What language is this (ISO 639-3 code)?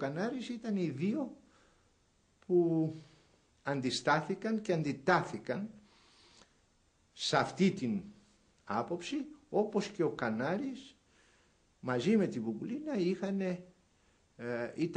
ell